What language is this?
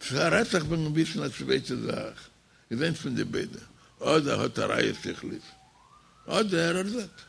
Yiddish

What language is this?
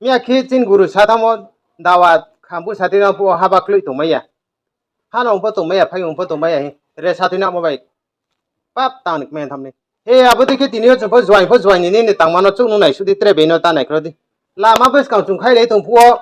Riang (India)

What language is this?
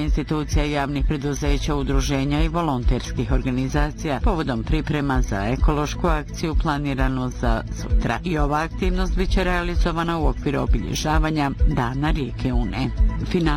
Bosnian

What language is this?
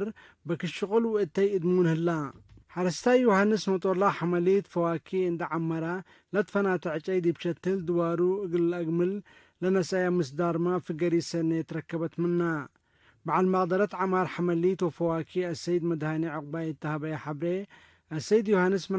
Tigre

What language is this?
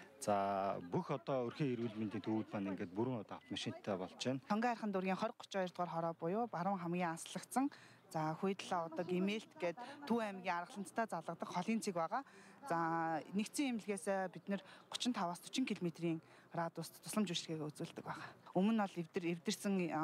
Mongolian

